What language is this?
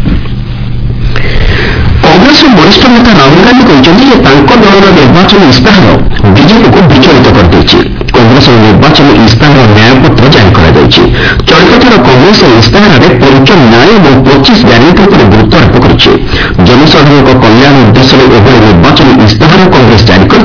Odia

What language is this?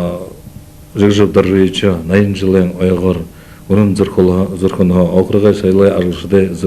Buriat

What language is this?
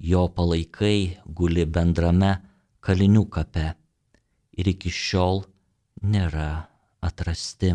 Lithuanian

